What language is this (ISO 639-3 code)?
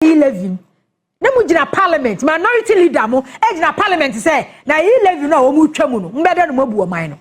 aka